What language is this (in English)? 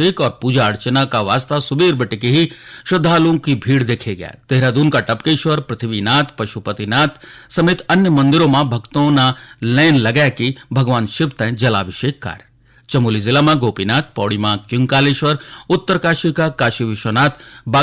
Garhwali